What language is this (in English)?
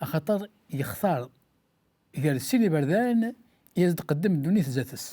Kabyle